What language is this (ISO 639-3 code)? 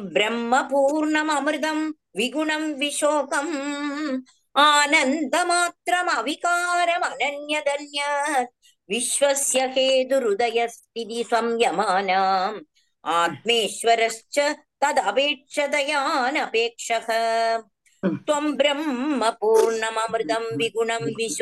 tam